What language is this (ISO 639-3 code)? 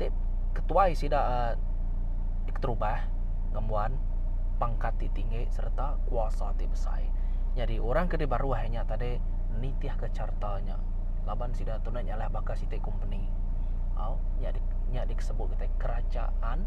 iba